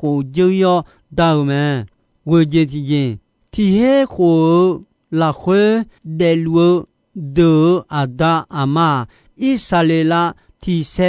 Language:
Akha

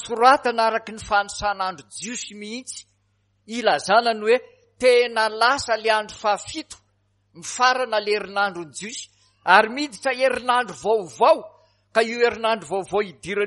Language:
Malagasy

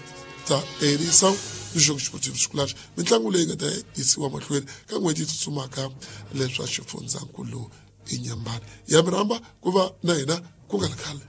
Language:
Tsonga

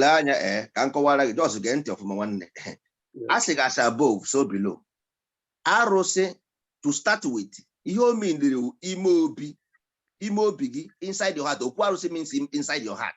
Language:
Igbo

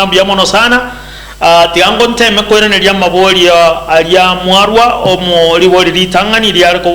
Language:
Gusii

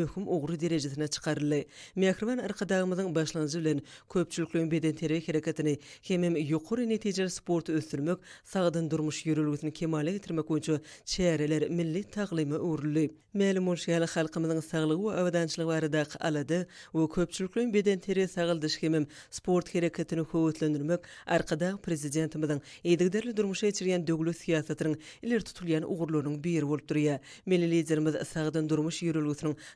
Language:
Turkmen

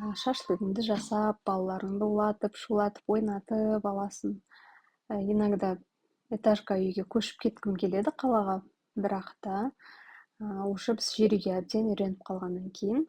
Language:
Kazakh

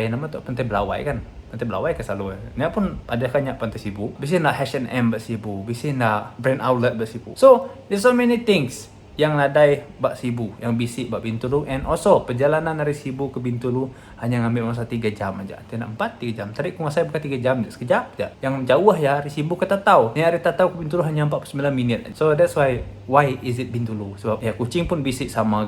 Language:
Iban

